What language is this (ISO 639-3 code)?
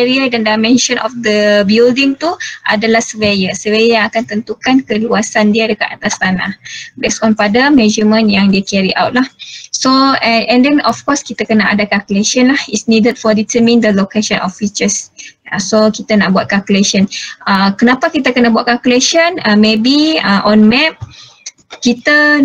msa